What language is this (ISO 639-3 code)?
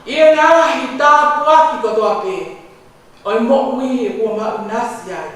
ton